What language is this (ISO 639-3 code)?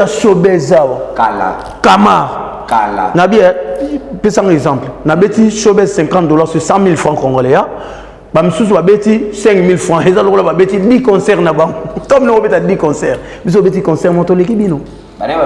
lin